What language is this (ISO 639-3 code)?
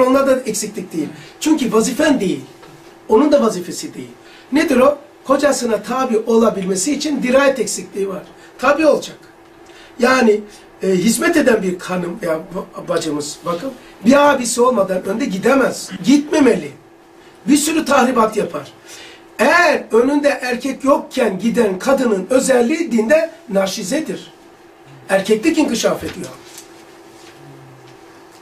tur